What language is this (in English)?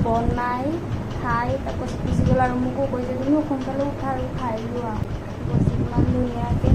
Assamese